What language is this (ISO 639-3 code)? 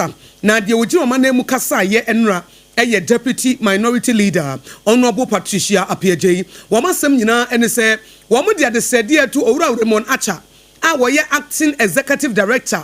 aka